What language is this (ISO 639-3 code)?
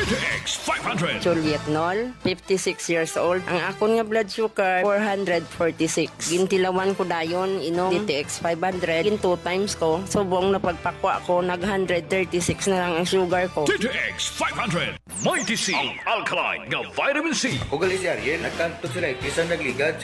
hil